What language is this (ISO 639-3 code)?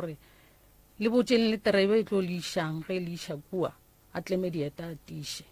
nso